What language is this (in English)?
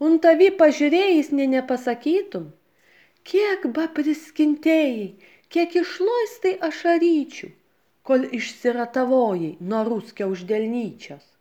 Lithuanian